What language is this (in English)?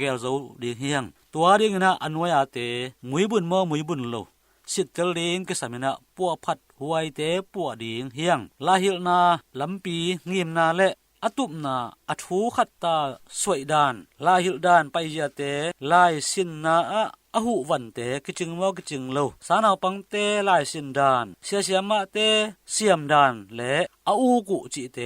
Tedim Chin